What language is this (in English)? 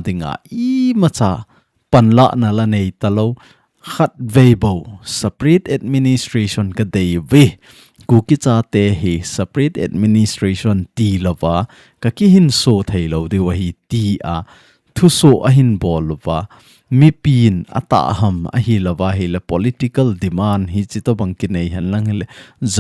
Thado Chin